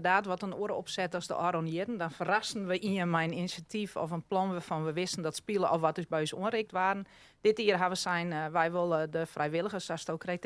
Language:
Western Frisian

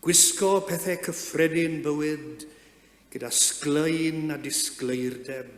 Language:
Welsh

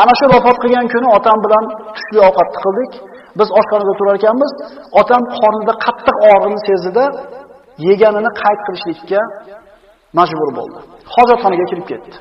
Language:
Uzbek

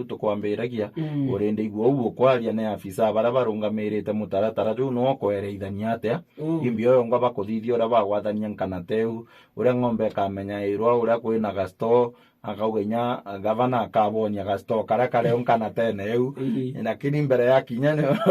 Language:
Meru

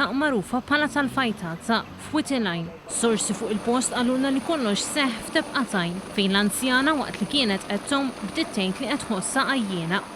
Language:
Maltese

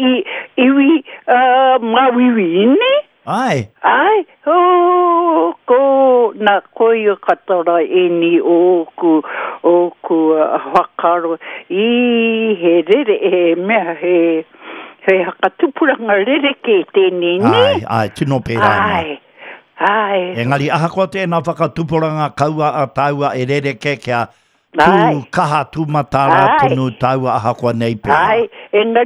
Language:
Māori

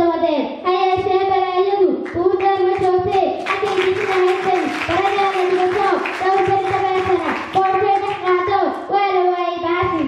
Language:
Somali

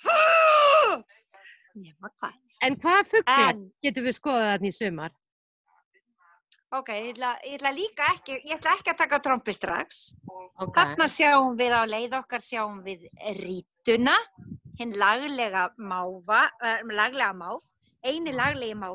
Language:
Icelandic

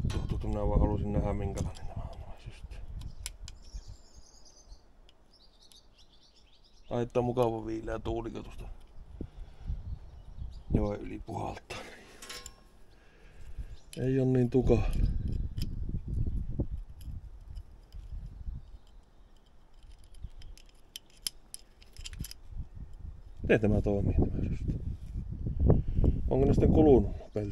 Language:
Finnish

